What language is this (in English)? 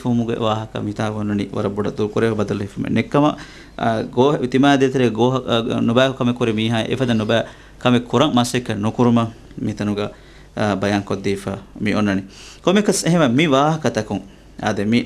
Divehi